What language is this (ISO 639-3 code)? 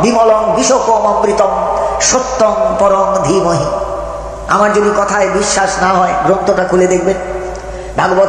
ben